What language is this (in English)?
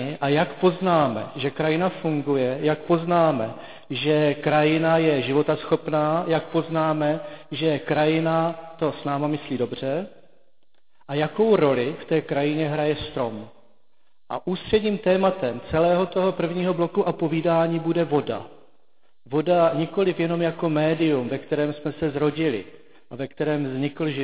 Czech